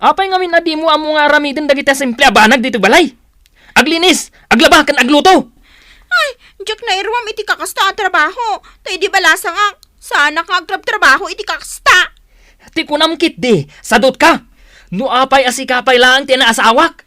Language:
Iloko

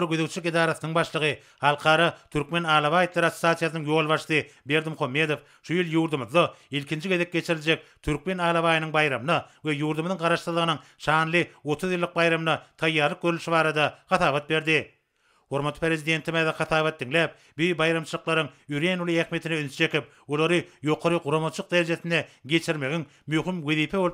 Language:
Turkmen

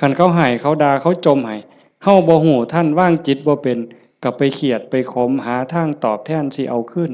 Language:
Northeastern Thai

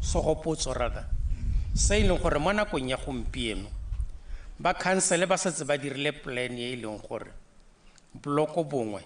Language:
Tswana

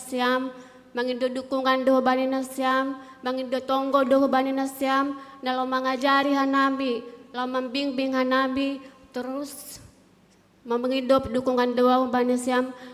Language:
Batak Simalungun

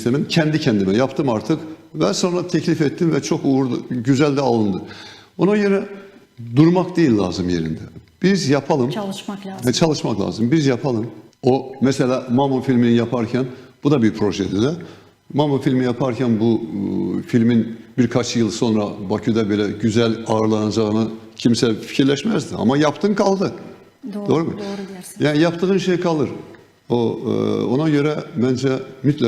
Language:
Gagauz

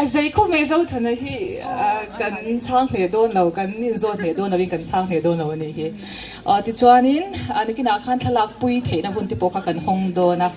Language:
Mizo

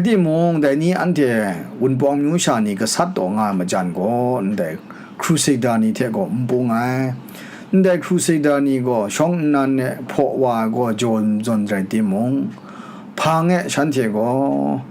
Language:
Kachin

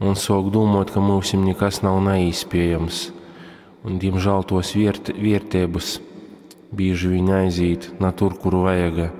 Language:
Latgalian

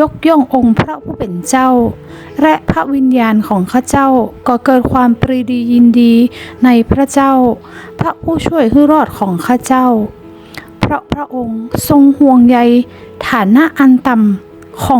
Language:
Northern Thai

